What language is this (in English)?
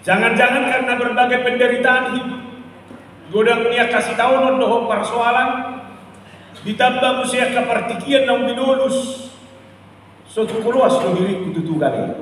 Batak Toba